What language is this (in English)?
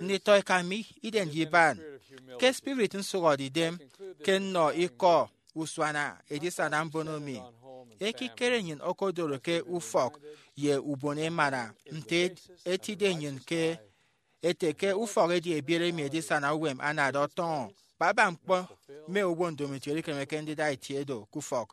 Efik